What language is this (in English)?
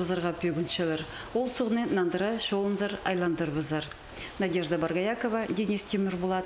Khakas